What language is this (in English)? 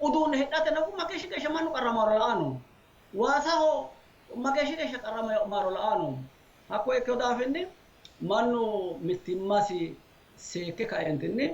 Sidamo